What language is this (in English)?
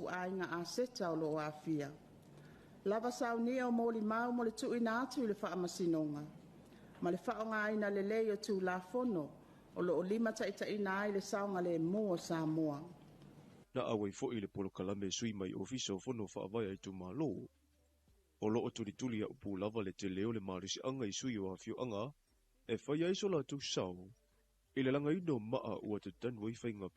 Samoan